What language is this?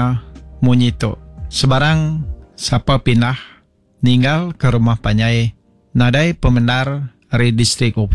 Iban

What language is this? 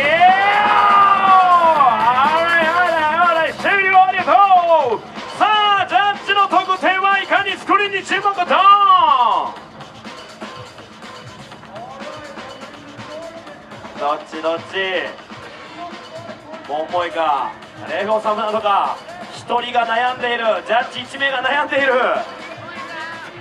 Japanese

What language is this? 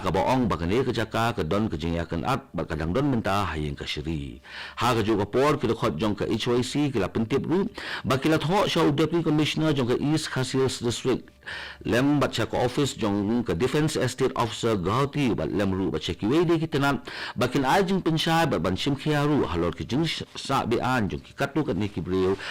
Khasi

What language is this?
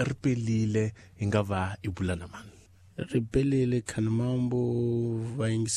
Tsonga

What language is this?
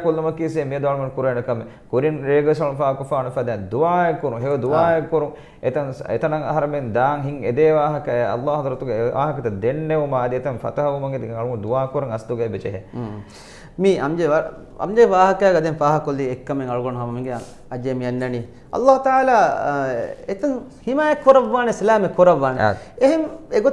Divehi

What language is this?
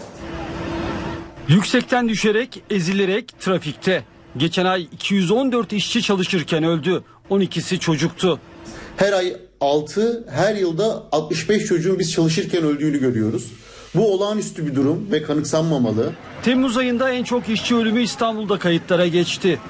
Turkish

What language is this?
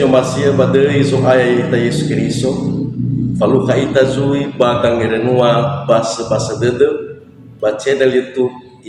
Nias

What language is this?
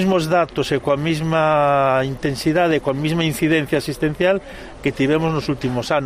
Galician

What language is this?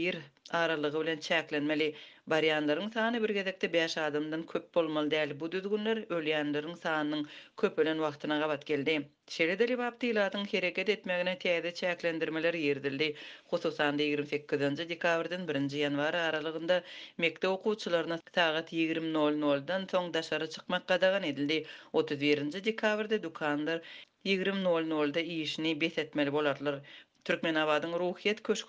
Turkmen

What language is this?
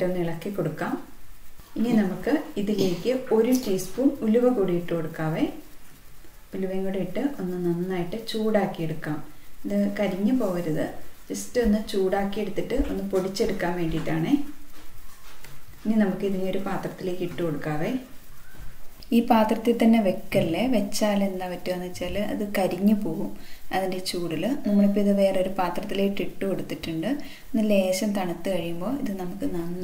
Malayalam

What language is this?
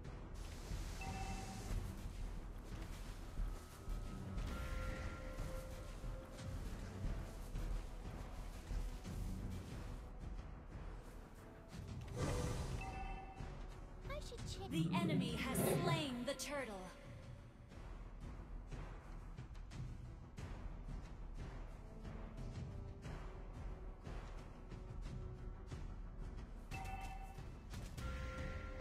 English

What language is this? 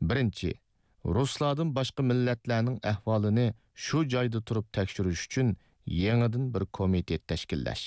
Uyghur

